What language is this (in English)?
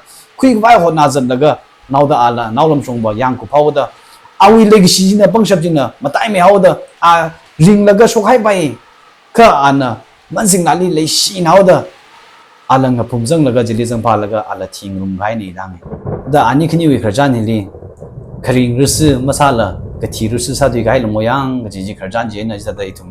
Tangkhul Naga (India)